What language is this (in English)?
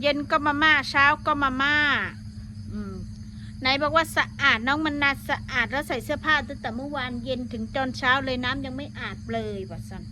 Northeastern Thai